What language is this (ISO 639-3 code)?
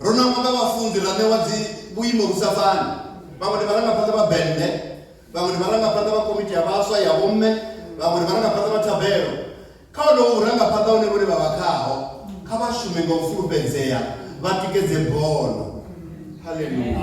ven